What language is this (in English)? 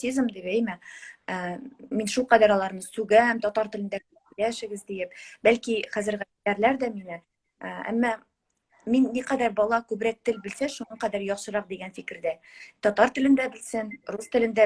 Tatar